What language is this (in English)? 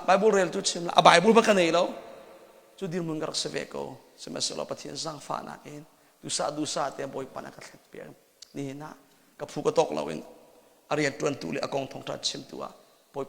Hakha Chin